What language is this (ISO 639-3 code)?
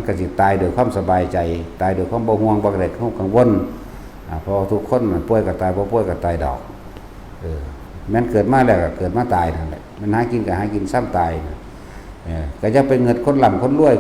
tts